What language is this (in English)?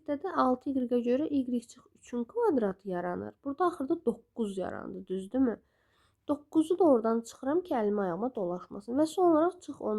Azerbaijani